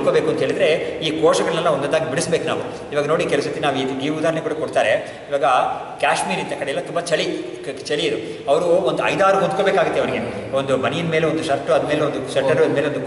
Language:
Kannada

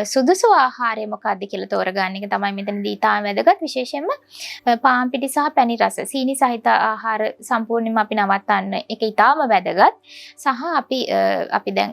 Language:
Sinhala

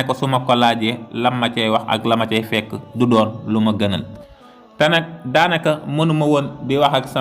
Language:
Wolof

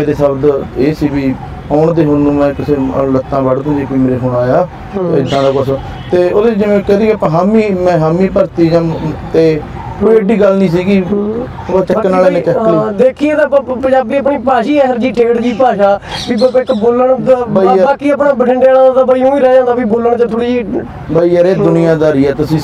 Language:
Punjabi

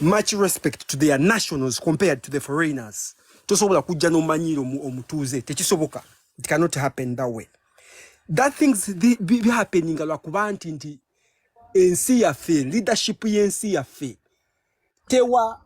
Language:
Ganda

